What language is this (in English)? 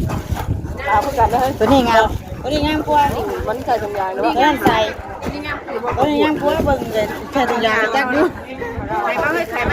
Northeastern Thai